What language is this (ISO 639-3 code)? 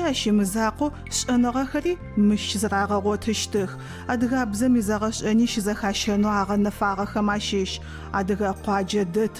ady